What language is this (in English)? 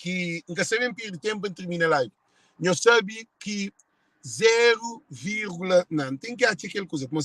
Kabuverdianu